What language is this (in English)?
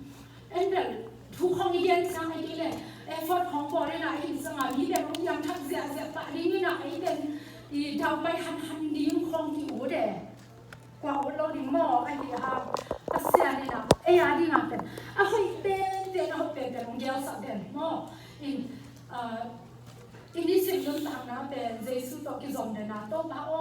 Tedim Chin